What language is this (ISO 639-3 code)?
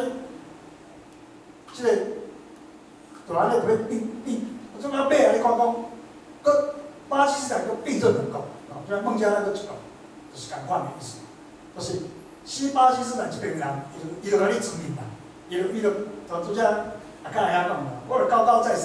zho